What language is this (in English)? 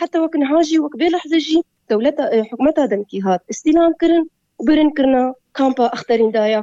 Kurdish